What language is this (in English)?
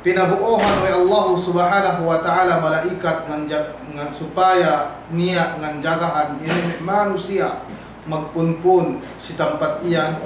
Yakan